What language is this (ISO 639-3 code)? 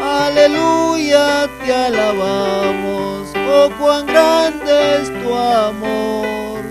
aym